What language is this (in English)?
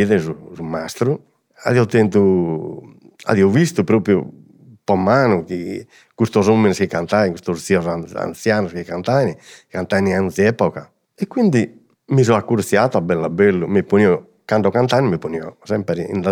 Sardinian